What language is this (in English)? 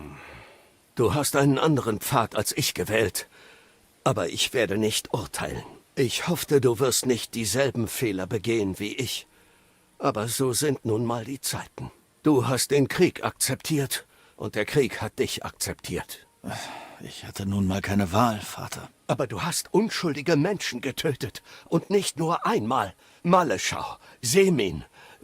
Bavarian